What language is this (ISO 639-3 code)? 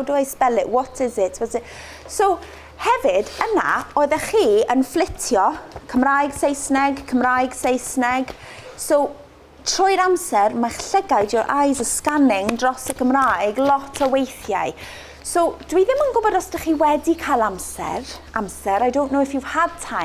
cym